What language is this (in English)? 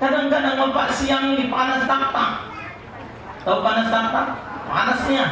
Musi